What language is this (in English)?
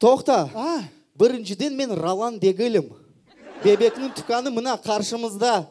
Crimean Tatar